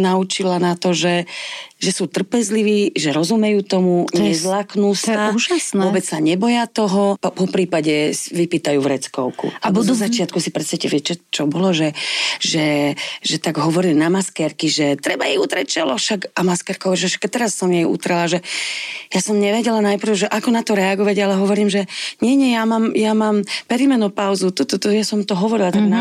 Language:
Slovak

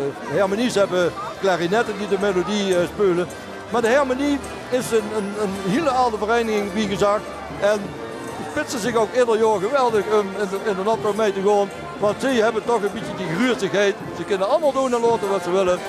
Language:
Limburgish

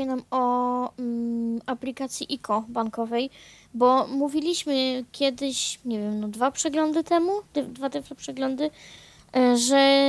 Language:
Polish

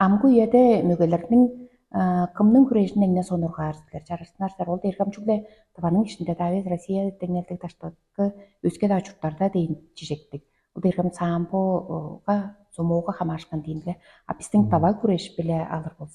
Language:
Tuvinian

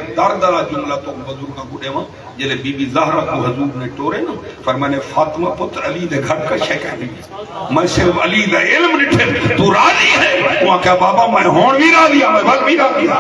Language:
Saraiki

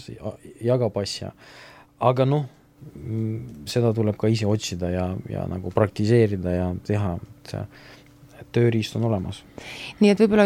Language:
Estonian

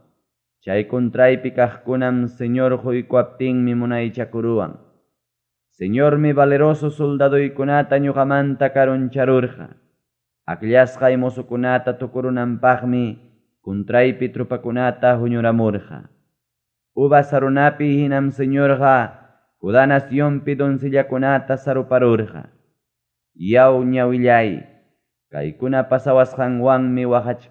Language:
Ayacucho Quechua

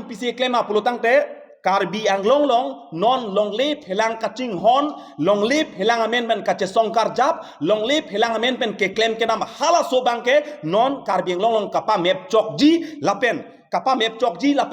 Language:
Karbi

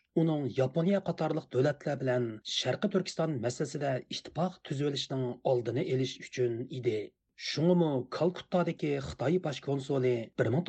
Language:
Uyghur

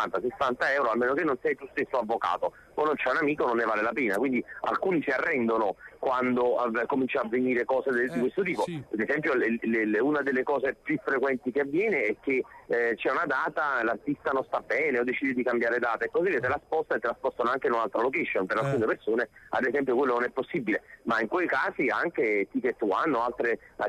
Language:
Italian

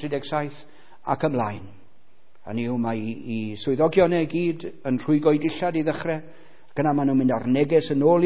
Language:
Welsh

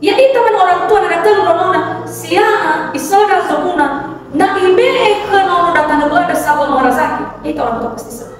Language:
Nias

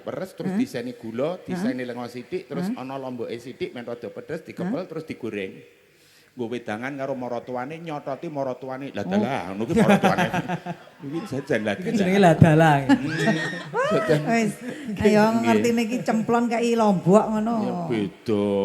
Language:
Javanese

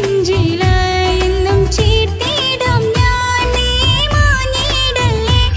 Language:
Malayalam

